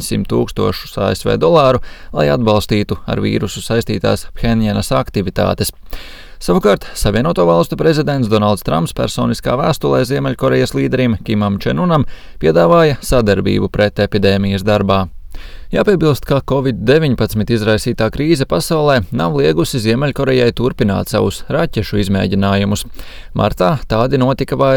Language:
Latvian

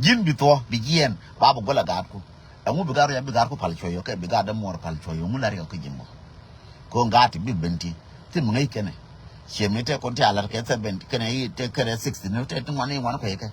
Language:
Nuer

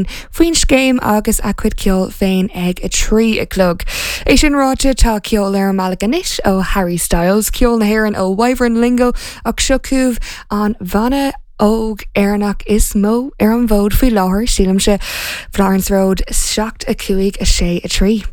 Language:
Irish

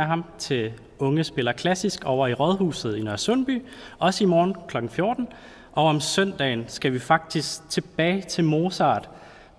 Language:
Danish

